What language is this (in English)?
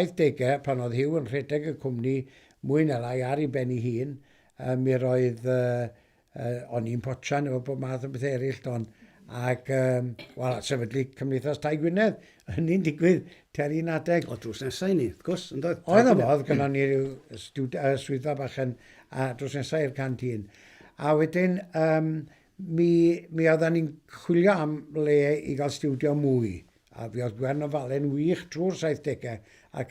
Welsh